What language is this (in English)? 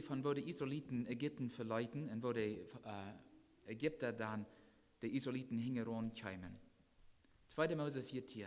Plautdietsch